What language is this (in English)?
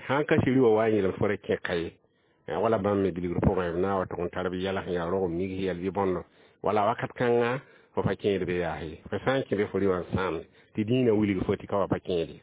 Mossi